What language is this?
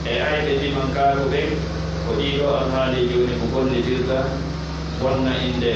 Pular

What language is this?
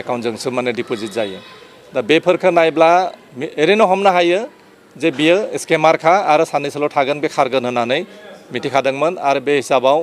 Bodo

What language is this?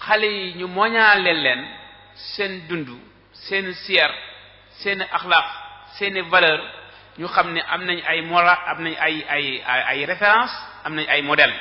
Wolof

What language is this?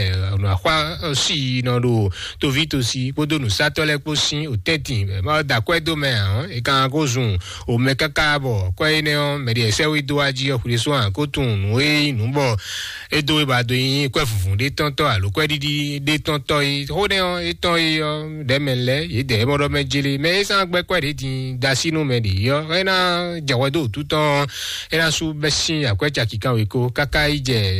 Fon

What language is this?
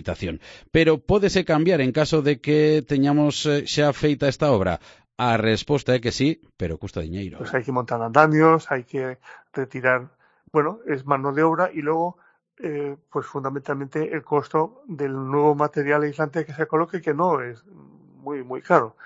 Galician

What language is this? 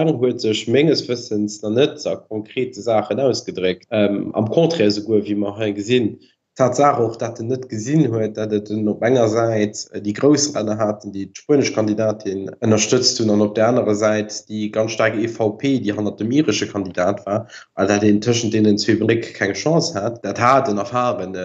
Luxembourgish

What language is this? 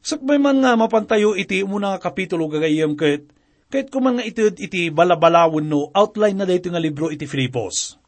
Iloko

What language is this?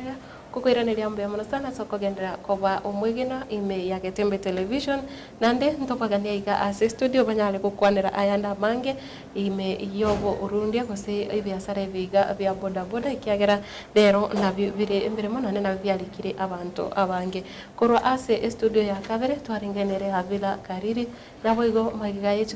Gusii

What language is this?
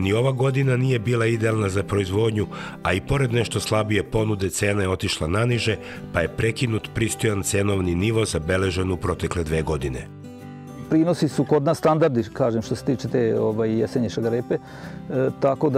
Serbian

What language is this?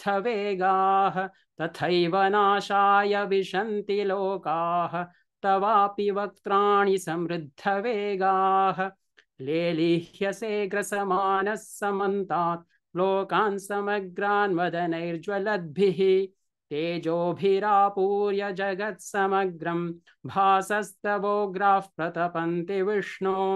Sanskrit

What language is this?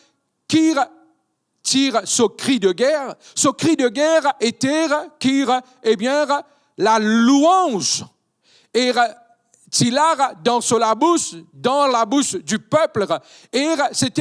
Morisyen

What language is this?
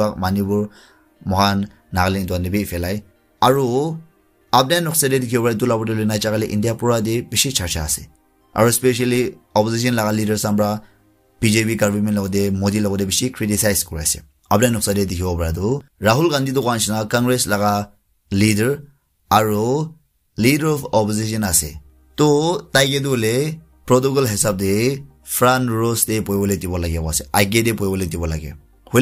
Naga Pidgin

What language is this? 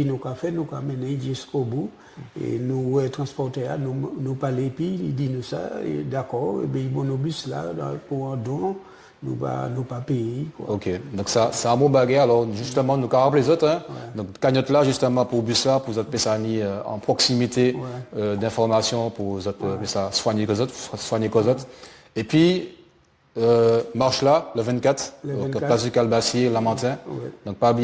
Guadeloupean Creole French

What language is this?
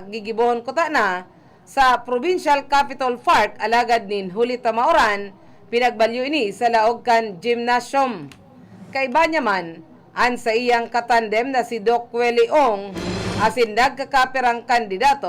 Bikol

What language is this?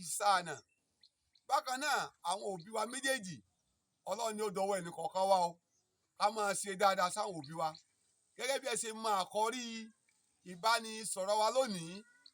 Yoruba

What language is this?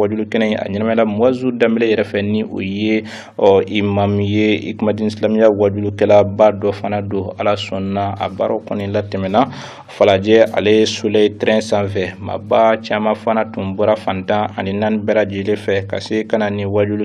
Bambara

